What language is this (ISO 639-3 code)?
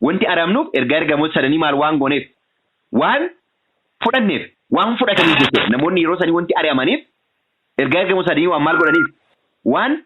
orm